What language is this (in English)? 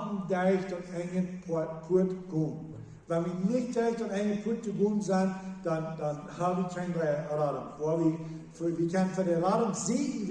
Plautdietsch